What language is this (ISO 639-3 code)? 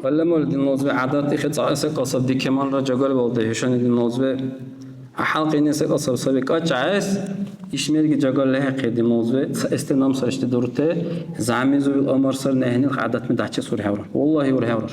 dar